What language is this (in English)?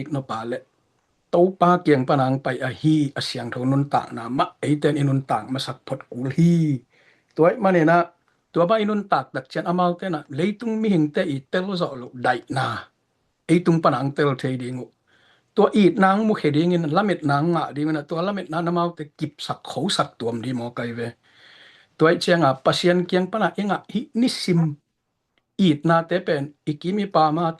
Tedim Chin